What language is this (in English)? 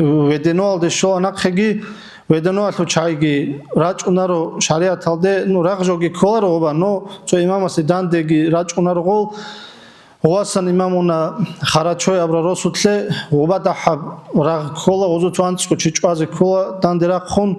Avaric